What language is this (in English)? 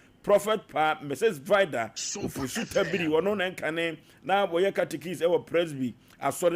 Akan